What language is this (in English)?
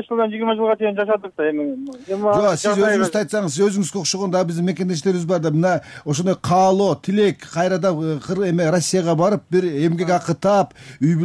Kyrgyz